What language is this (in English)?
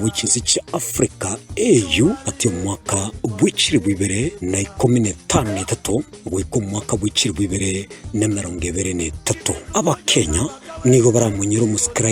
Gusii